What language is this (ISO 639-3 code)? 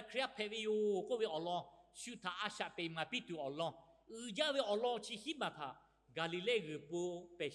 lhu